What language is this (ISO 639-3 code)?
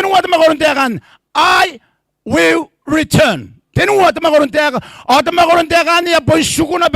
gil